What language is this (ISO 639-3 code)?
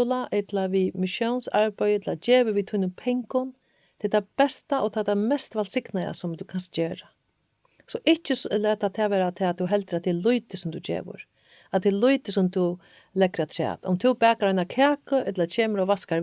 fao